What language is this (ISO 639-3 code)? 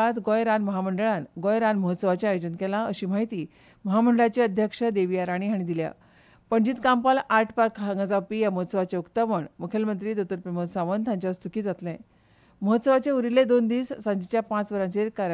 kok